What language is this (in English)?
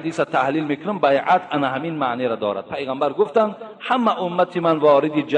Tajik